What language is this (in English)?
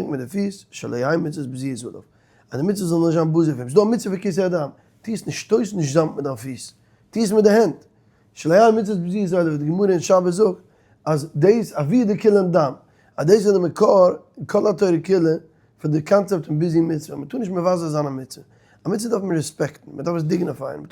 Yiddish